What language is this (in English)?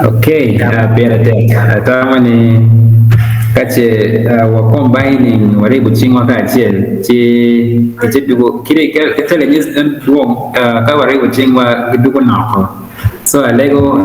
Acoli